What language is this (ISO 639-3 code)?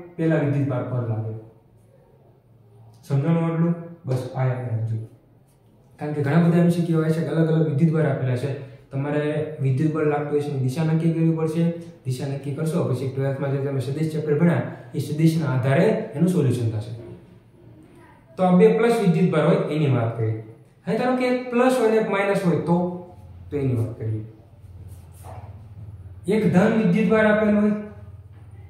guj